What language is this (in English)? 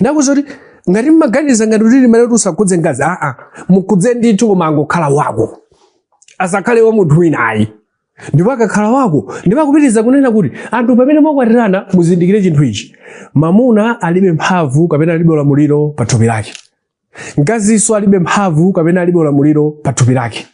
Nyanja